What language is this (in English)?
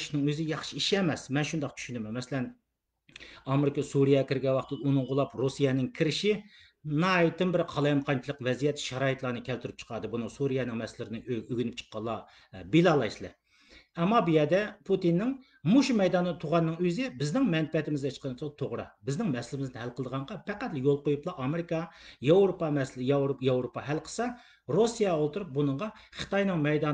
Uyghur